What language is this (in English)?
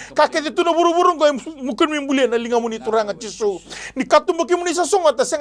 Fijian